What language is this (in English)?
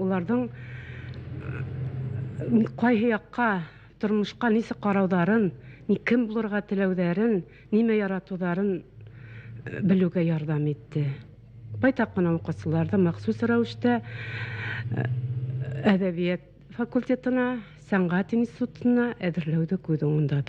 Bashkir